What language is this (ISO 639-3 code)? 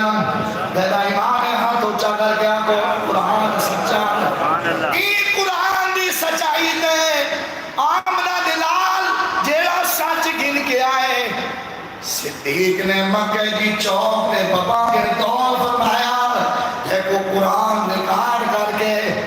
skr